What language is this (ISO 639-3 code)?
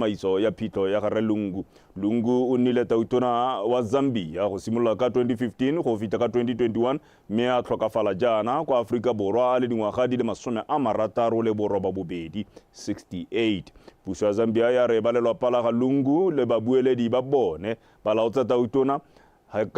tsn